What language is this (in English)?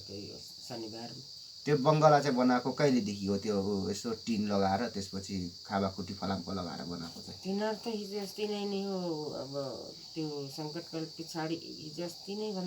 Nepali